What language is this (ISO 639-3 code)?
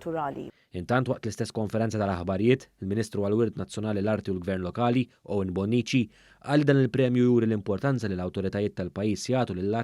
mlt